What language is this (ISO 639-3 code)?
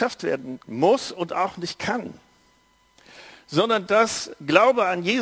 deu